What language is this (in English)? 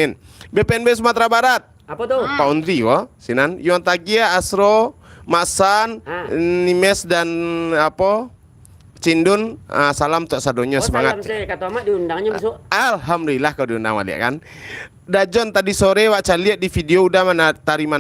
Minangkabau